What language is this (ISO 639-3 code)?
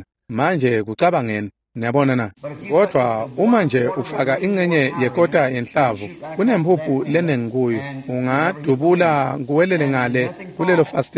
ssw